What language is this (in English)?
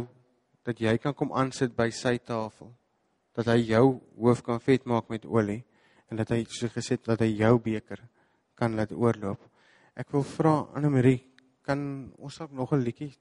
Afrikaans